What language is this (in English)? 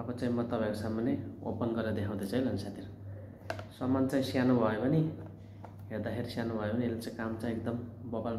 Nepali